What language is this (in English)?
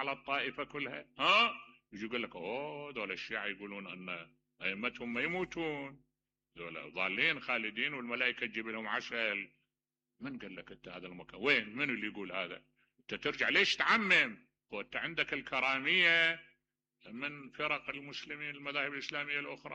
Mesopotamian Arabic